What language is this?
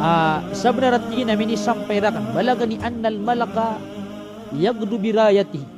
Maranao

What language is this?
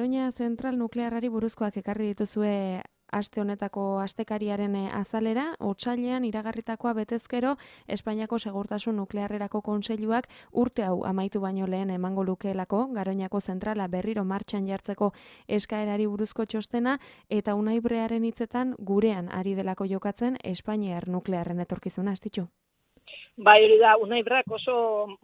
Basque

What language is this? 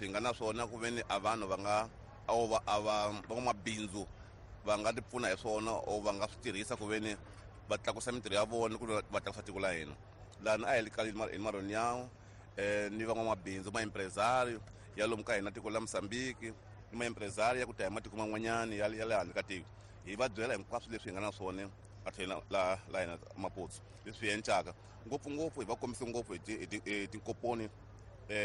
Tsonga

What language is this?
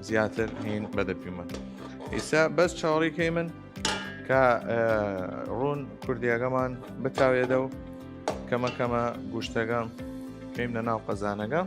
Southern Kurdish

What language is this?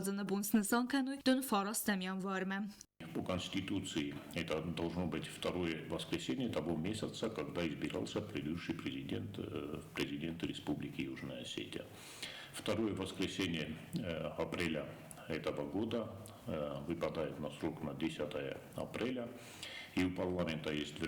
Ossetic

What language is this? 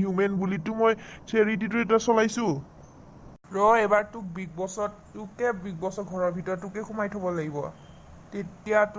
Assamese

